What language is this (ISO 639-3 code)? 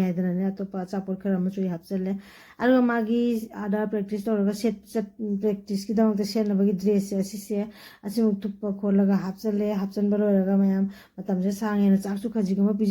mni